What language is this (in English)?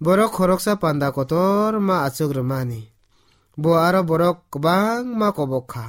Kok Borok